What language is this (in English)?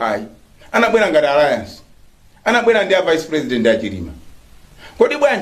Nyanja